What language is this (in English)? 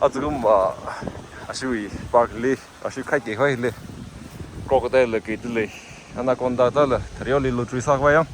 Tangkhul Naga (India)